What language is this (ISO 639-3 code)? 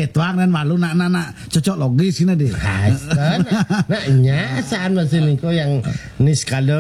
ban